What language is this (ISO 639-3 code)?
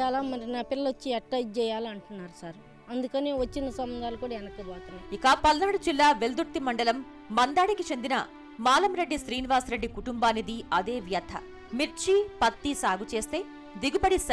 tel